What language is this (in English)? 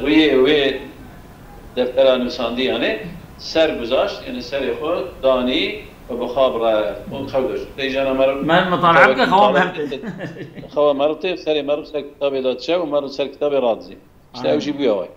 Kurdish